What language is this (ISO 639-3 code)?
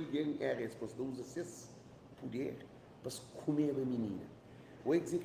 kea